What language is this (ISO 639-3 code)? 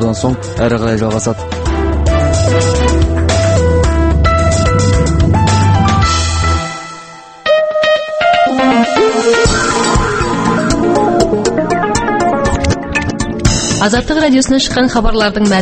kaz